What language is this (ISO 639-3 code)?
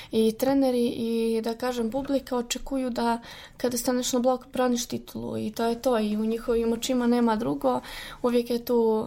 srp